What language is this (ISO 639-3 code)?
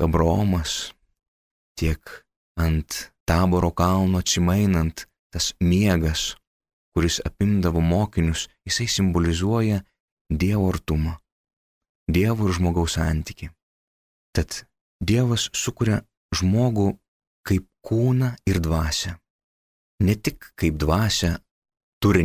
lit